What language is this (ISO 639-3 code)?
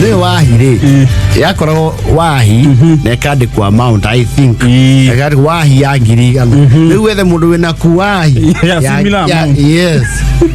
kik